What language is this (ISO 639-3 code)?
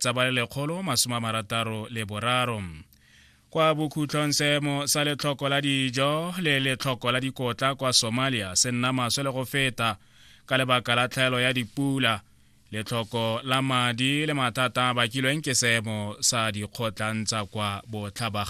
tsn